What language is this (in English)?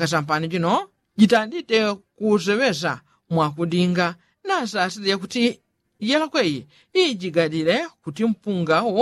Yao